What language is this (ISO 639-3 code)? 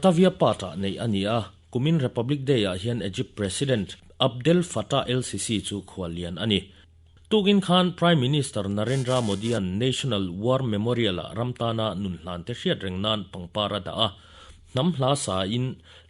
lus